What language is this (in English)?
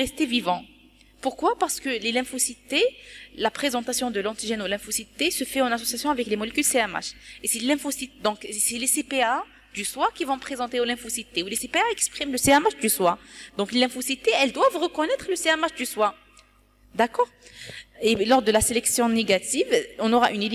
French